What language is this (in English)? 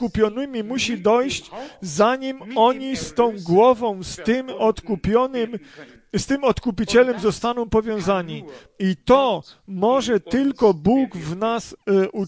Polish